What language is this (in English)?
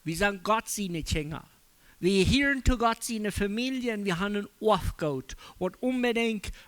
Plautdietsch